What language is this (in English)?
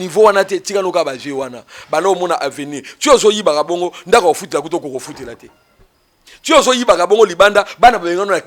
Lingala